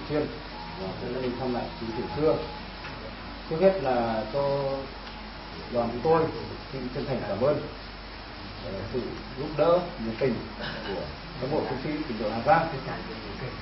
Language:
Vietnamese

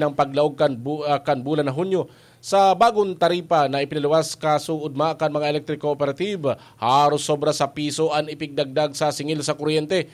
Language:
Bikol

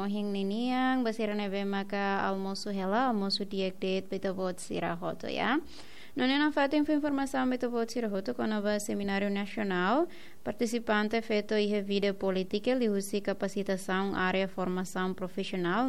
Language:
Tetum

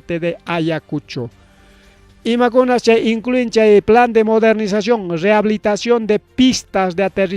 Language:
Ayacucho Quechua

